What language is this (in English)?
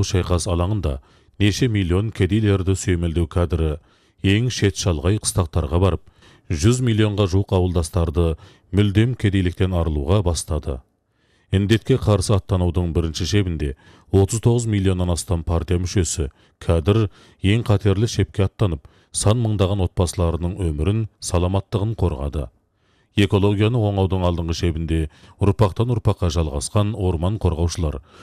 Kazakh